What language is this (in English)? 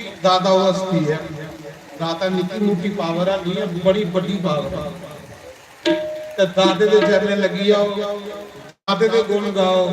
Dogri